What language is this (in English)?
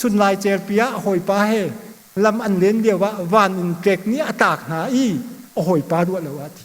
Hakha Chin